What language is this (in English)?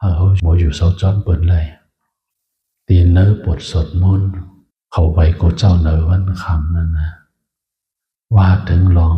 Shan